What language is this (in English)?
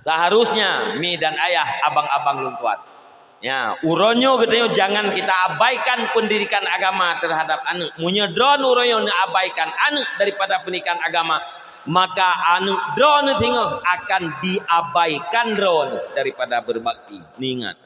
Achinese